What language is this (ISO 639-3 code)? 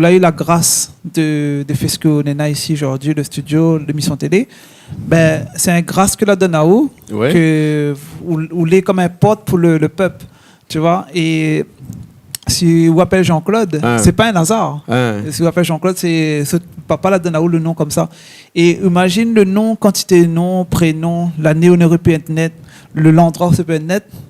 rcf